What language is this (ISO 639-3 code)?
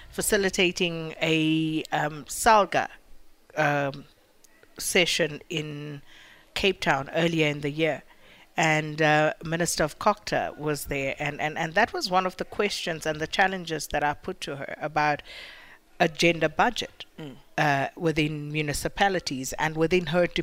eng